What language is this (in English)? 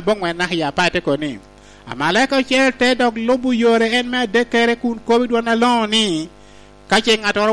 Lango (Uganda)